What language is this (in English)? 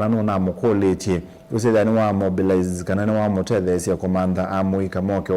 Kamba